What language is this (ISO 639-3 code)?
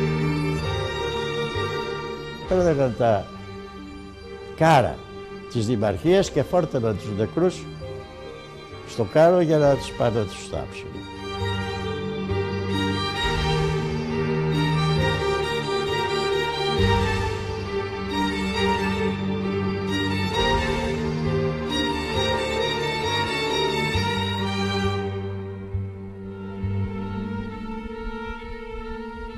ell